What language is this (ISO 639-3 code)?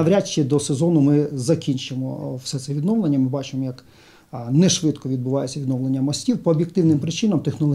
ukr